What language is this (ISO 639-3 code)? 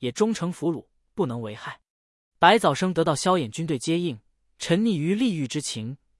zho